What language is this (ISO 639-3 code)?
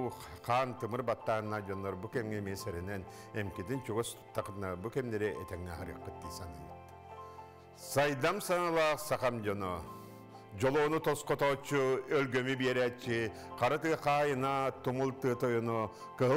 sah